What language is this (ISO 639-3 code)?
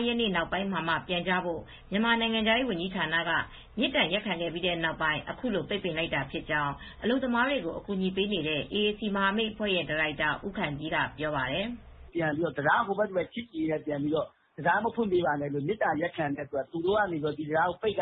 mya